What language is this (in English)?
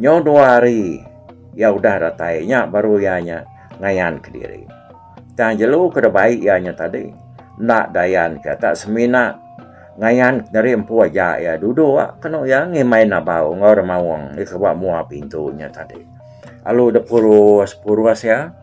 Iban